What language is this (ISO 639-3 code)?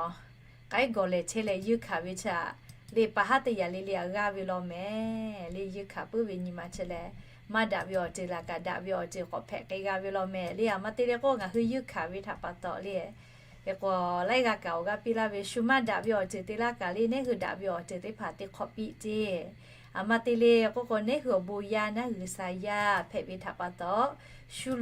lhu